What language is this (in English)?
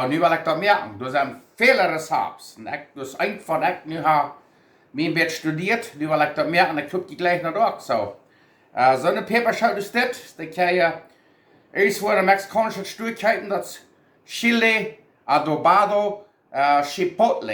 Plautdietsch